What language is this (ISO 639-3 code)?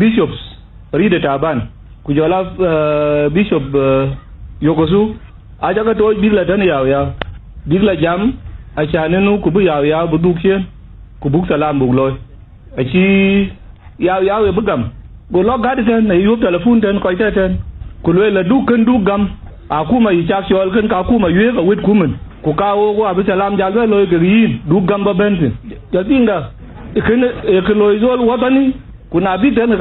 din